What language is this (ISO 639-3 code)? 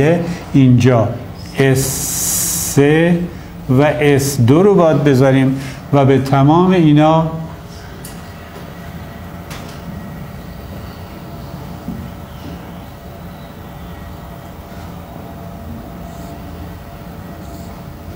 fas